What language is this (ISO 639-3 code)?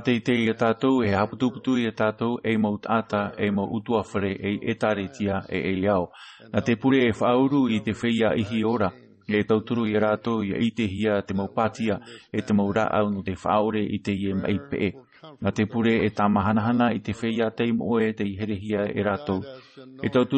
tah